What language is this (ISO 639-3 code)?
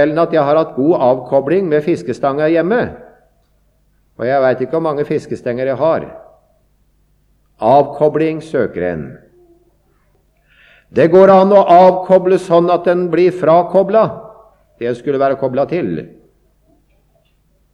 nor